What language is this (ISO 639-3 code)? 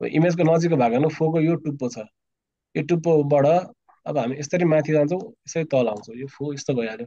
nep